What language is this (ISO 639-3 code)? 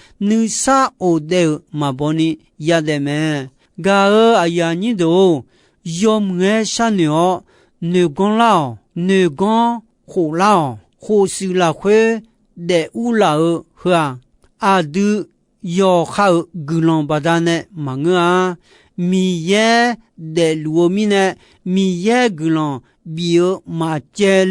ahk